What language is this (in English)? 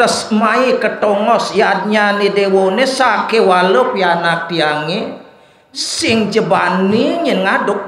Balinese